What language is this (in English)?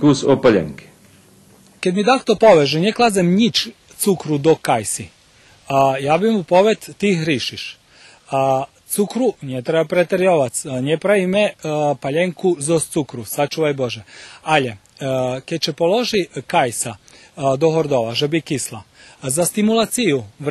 Rusyn